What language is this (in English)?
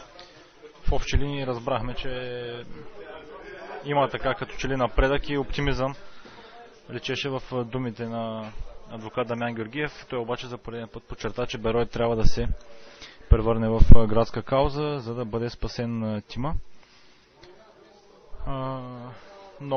Bulgarian